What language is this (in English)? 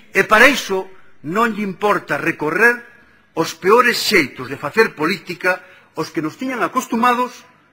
Galician